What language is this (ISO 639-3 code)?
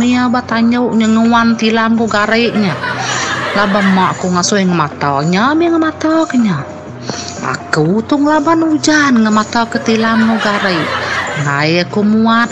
iba